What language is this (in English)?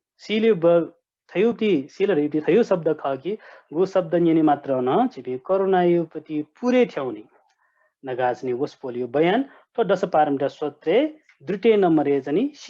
Newari